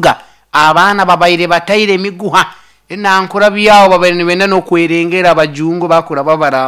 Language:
Nyoro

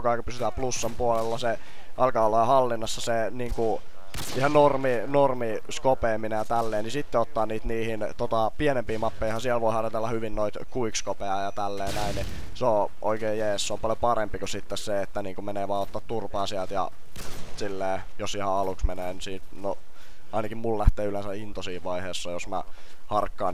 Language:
Finnish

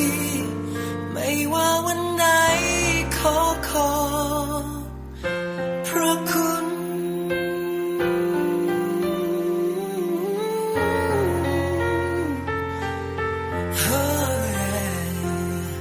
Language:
Thai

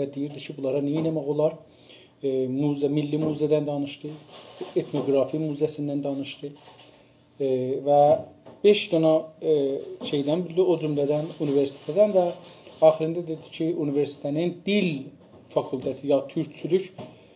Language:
South Azerbaijani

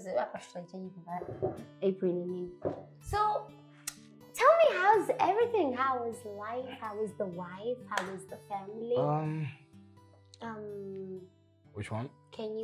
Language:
Swahili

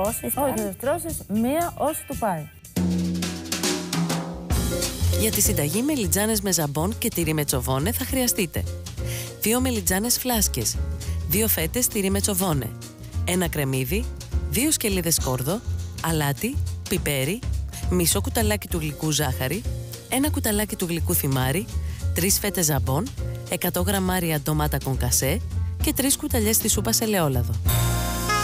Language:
Greek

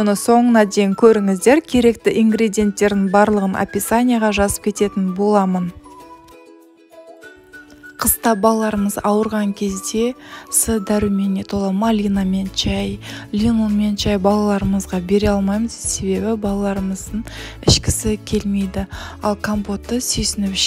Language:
Kazakh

